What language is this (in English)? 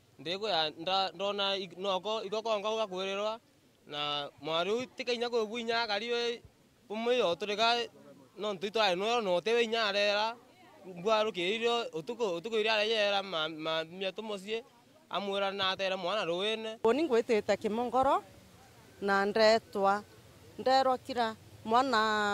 Meru